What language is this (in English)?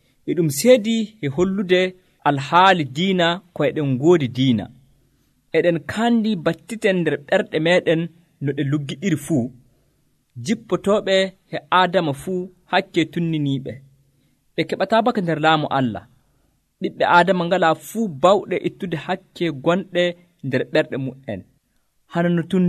Nigerian Fulfulde